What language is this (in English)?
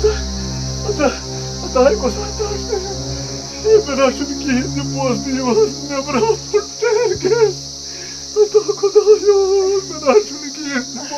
Kashmiri